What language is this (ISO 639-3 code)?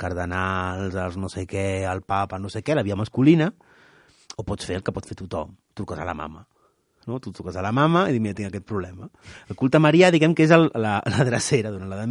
cat